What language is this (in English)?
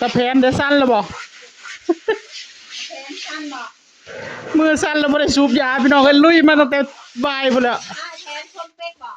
Northeastern Thai